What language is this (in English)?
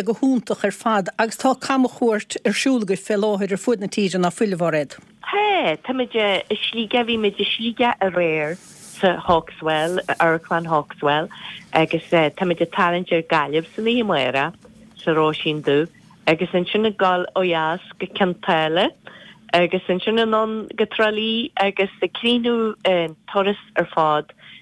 Irish